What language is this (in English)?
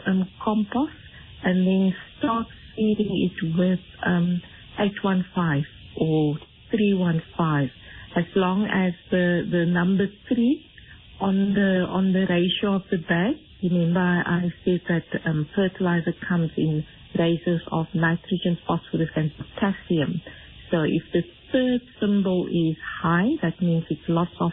English